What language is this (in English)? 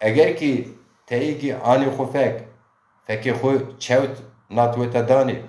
Zaza